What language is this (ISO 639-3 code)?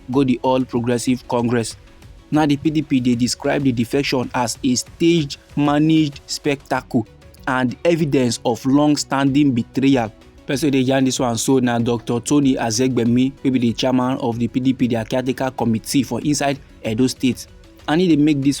pcm